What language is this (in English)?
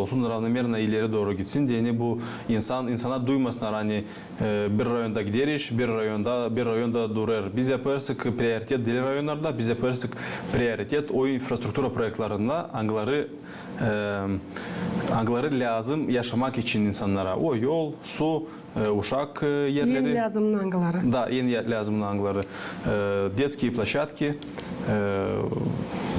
Gagauz